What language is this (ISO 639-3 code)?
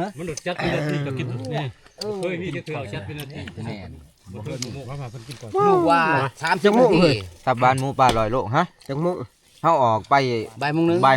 tts